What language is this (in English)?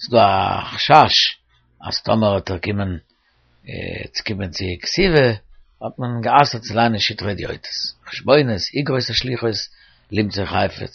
Yiddish